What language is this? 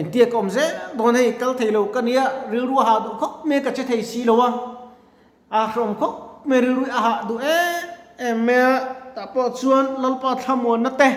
Mizo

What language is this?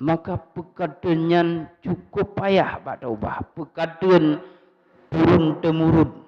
Achinese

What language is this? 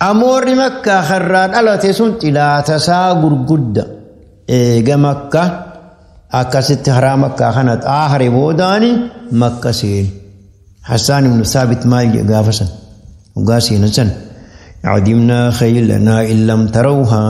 Oromo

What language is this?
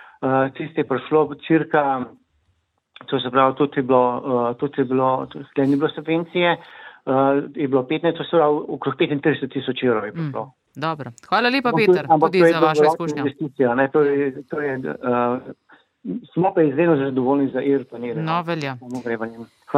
Slovenian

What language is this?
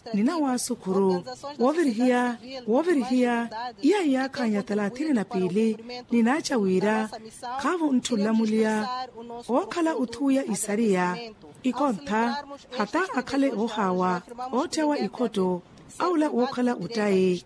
Makhuwa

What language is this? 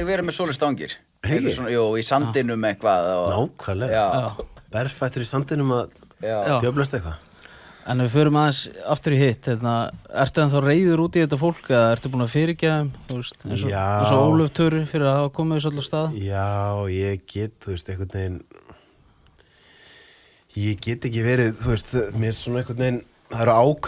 Icelandic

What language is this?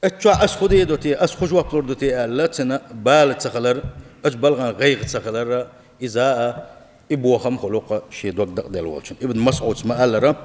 Chechen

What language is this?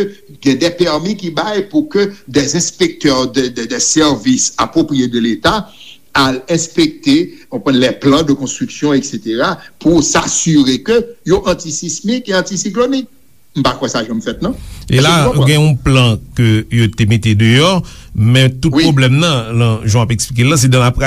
Haitian Creole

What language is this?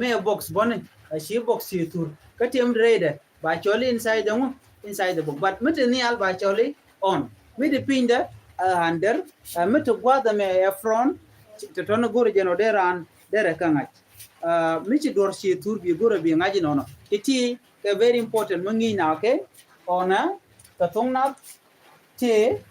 Nuer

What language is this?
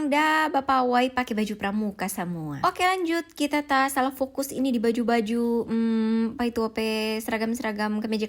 Manado Malay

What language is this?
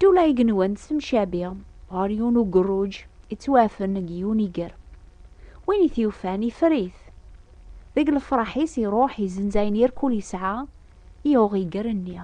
Kabyle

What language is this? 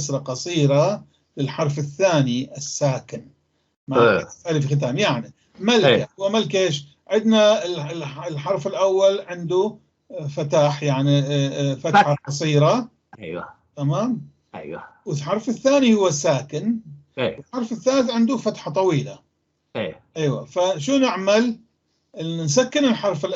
North Levantine Arabic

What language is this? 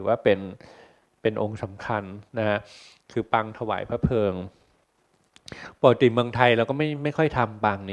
Thai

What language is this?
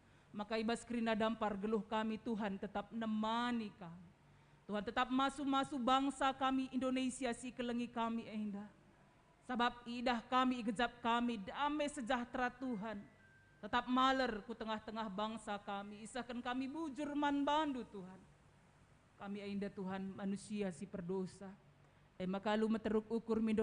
Batak Karo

